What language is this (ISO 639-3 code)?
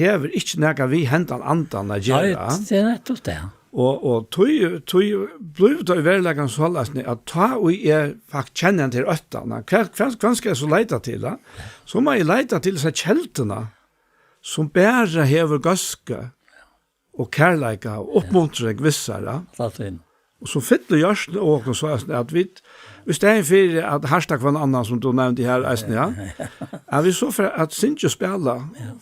fao